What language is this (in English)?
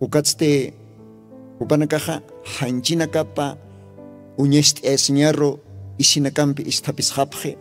Aymara